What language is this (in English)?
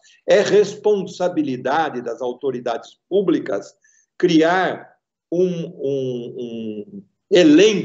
Portuguese